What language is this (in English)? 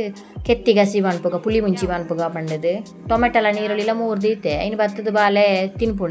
Tulu